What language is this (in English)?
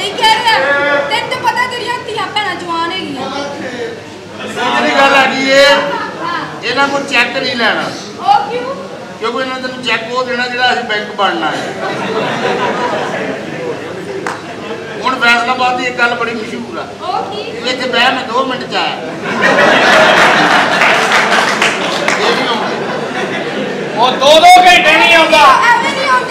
Punjabi